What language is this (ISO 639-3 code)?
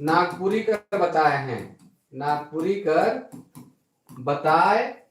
sck